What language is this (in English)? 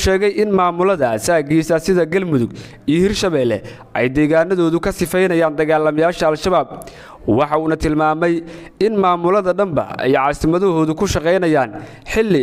Somali